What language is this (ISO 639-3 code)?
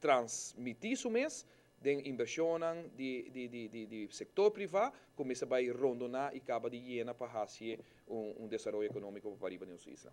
pap